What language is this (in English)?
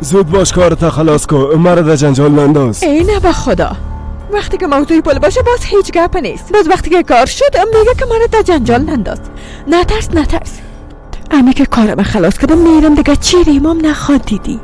Persian